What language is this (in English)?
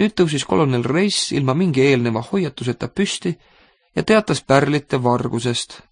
Estonian